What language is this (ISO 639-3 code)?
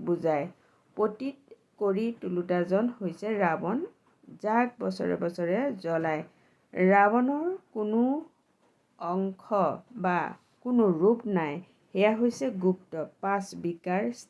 asm